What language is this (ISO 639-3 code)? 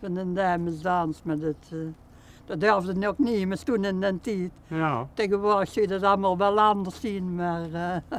lim